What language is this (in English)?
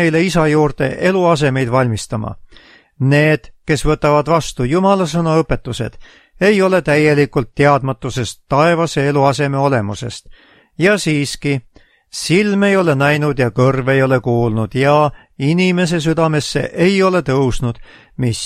Estonian